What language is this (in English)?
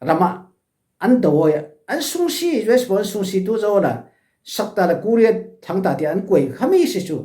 Falam Chin